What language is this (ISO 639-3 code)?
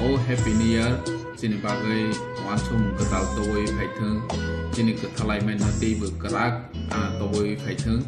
trp